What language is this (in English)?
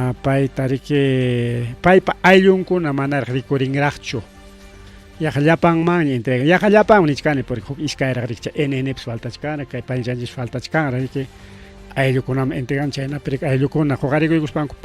Ayacucho Quechua